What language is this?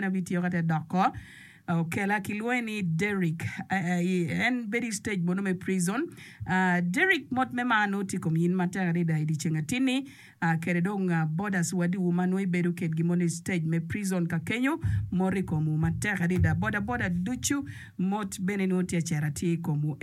Acoli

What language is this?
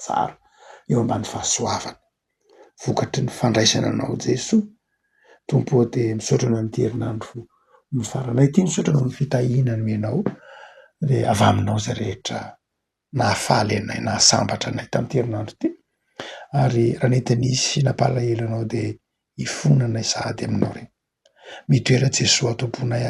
Malagasy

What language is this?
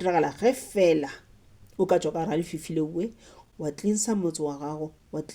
Northern Sotho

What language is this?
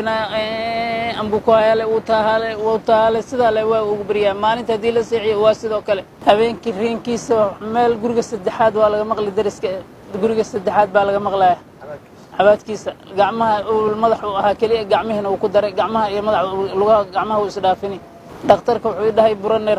Somali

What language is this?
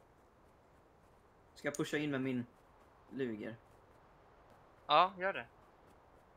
Swedish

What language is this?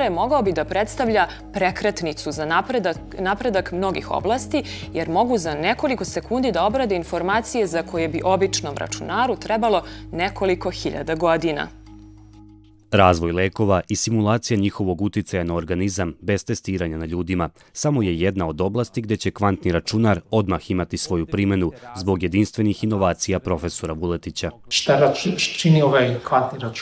Serbian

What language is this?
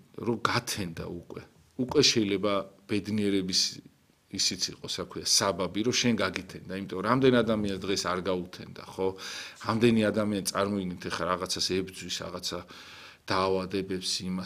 Georgian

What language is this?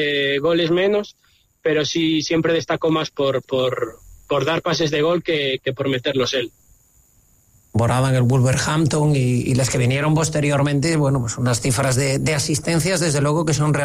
Spanish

